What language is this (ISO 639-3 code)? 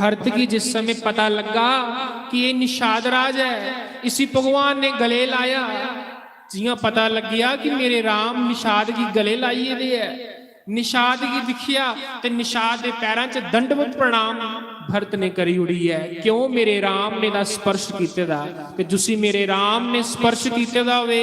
doi